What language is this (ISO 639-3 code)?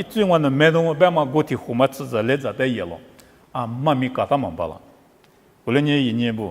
lis